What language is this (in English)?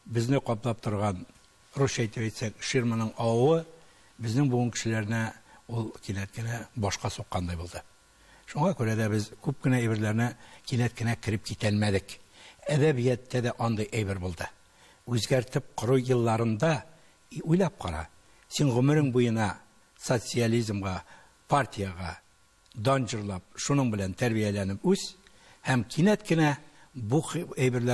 Tatar